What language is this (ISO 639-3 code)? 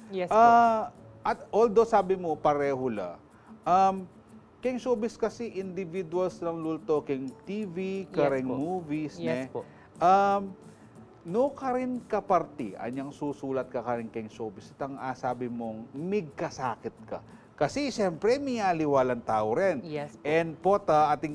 pam